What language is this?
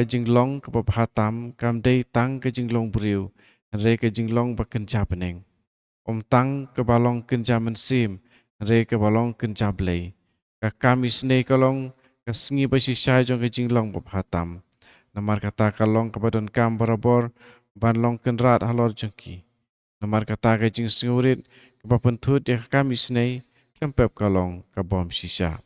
Khasi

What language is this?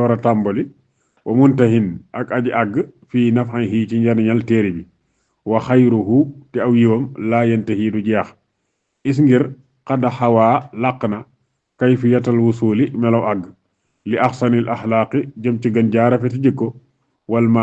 Wolof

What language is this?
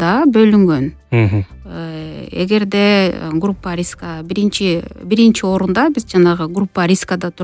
Kyrgyz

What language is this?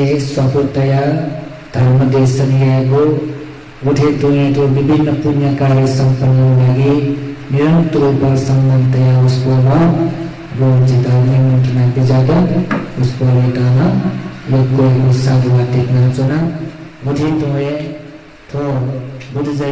Newari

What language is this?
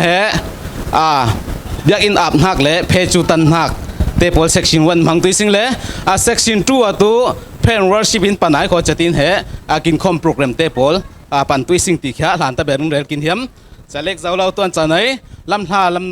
Falam Chin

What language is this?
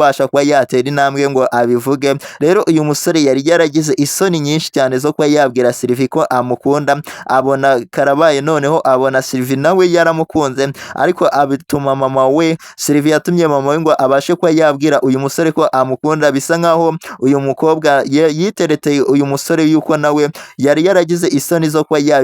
Kinyarwanda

